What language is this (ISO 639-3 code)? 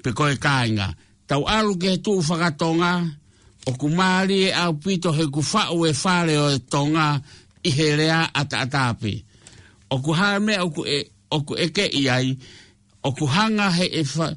ton